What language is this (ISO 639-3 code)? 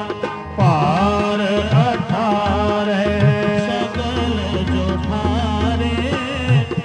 pan